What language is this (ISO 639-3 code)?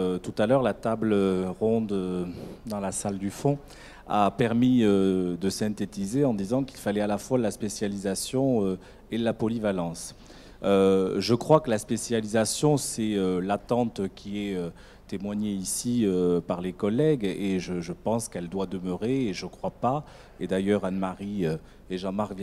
fra